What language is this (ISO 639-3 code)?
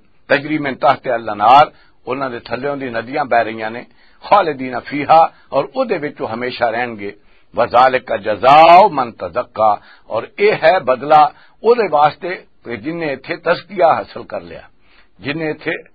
lah